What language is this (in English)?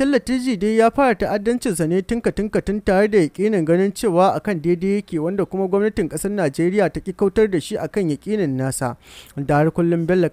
Hausa